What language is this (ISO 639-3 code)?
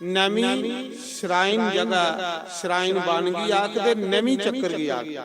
doi